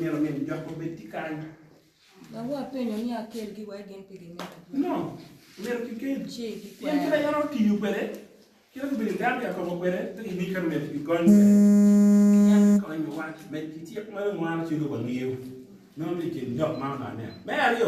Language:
Acoli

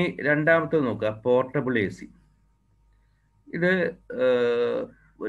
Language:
Malayalam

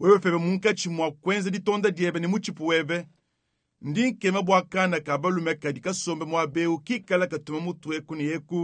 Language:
Luba-Lulua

